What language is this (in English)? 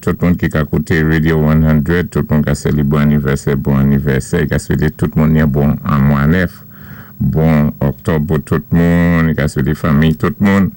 Saint Lucian Creole French